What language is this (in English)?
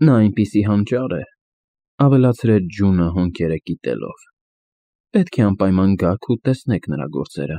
Armenian